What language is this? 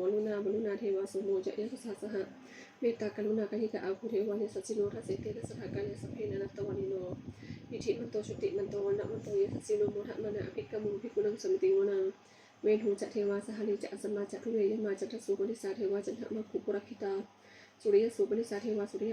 Pali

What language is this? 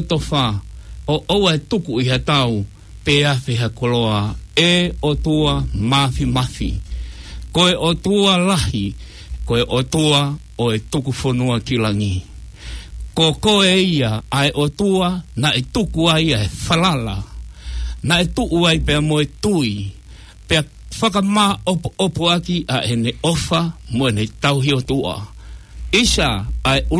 Tongan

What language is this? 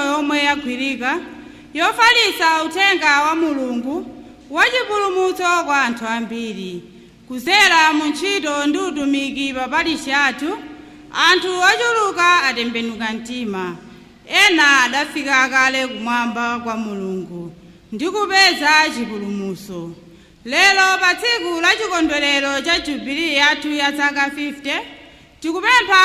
Nyanja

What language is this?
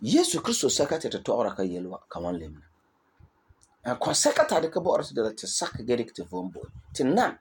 Frafra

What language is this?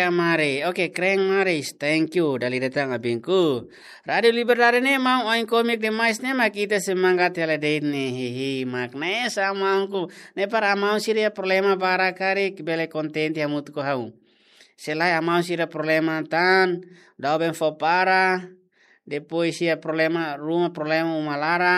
Tetum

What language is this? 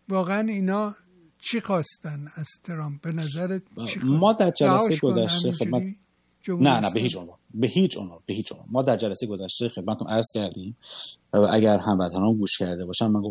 Persian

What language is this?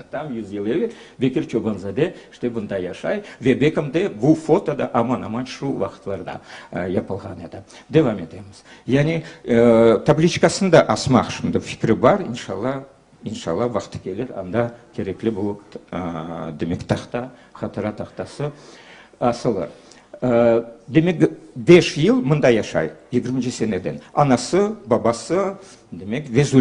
Crimean Tatar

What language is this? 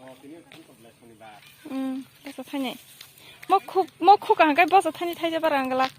Kok Borok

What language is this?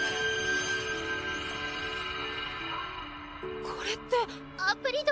Japanese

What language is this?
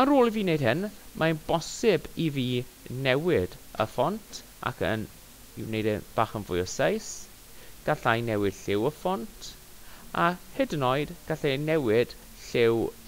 Welsh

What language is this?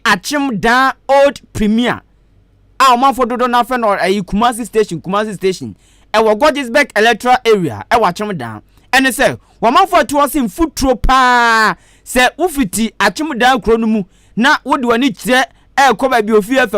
Akan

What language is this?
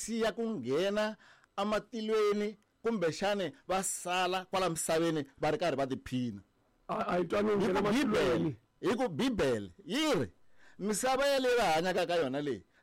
Tsonga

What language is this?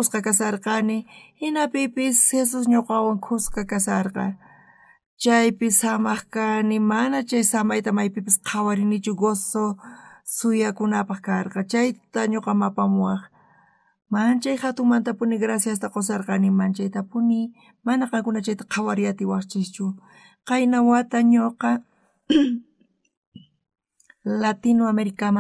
South Bolivian Quechua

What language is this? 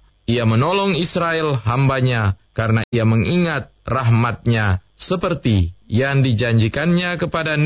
Indonesian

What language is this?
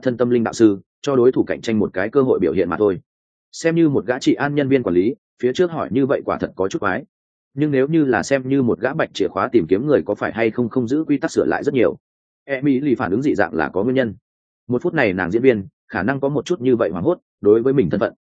Vietnamese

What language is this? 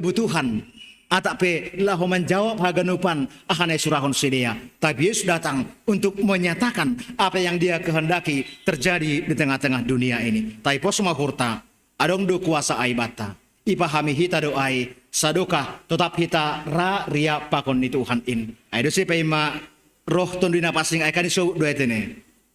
Batak Simalungun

